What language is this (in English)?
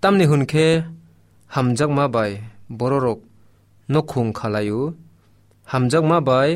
Kok Borok